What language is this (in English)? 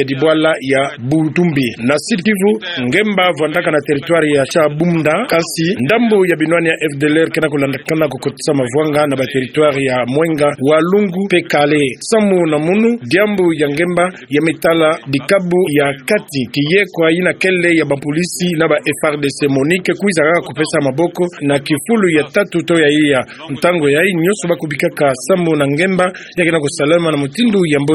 Kituba (Democratic Republic of Congo)